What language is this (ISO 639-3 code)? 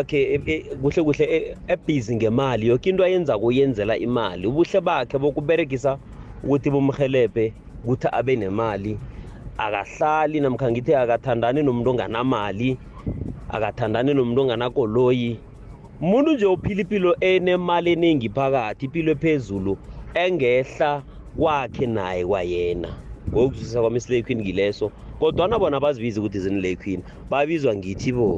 nbl